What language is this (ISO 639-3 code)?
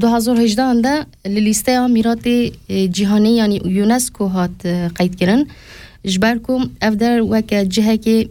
kur